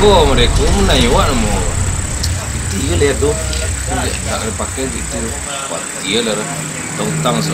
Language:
Minangkabau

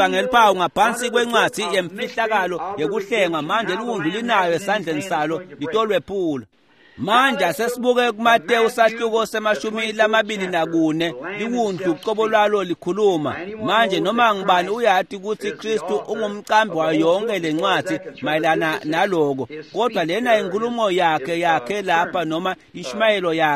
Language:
Swati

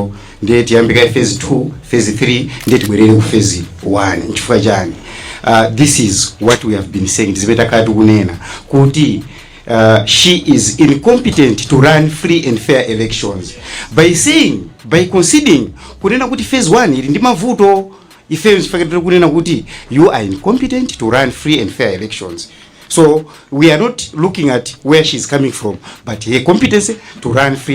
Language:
Nyanja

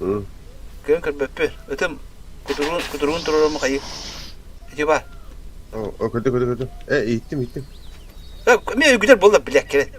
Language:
Yakut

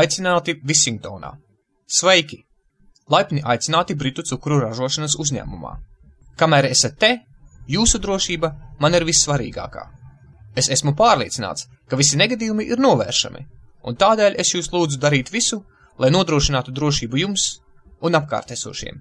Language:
Latvian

